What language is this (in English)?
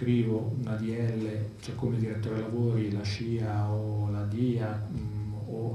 Italian